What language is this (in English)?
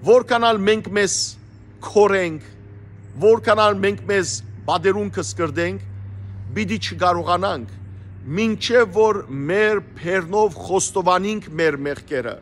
Western Armenian